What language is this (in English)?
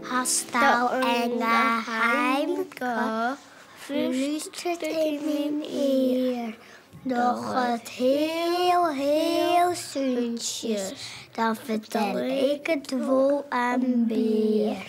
Western Frisian